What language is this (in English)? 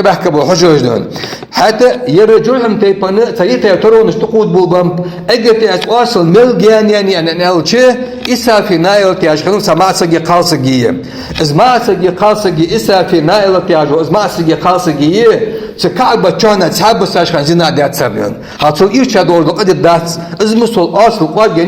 Ingush